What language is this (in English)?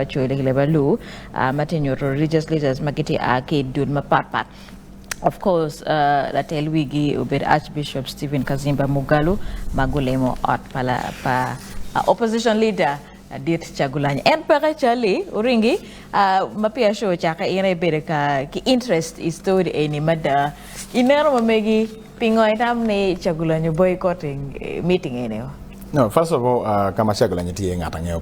Acoli